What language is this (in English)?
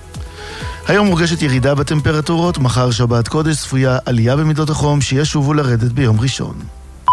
Hebrew